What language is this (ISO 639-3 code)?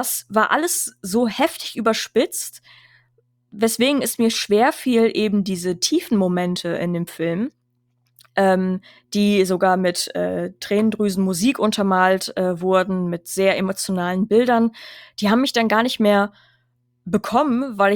deu